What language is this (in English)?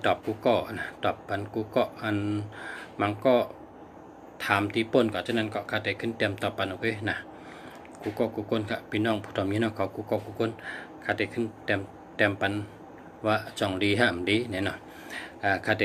Shan